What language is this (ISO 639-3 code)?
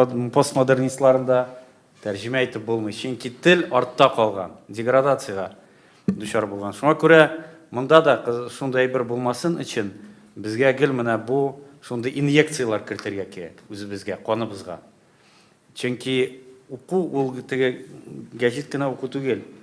tat